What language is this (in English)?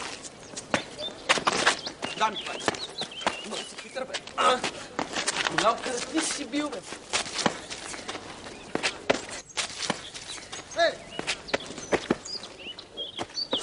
Bulgarian